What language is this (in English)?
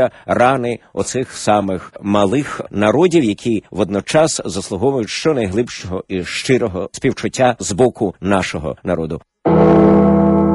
Ukrainian